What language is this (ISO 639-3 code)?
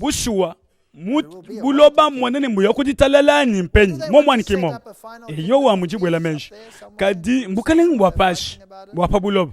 lua